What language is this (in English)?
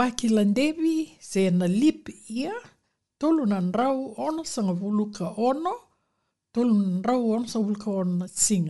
Fijian